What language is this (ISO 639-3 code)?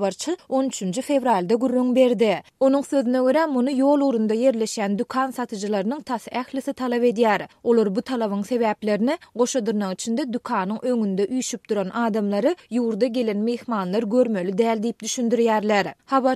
tuk